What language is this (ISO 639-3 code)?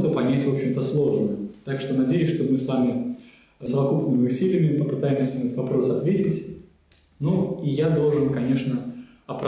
rus